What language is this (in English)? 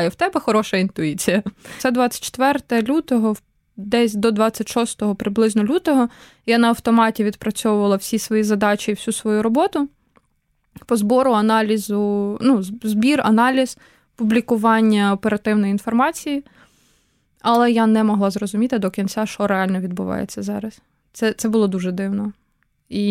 Ukrainian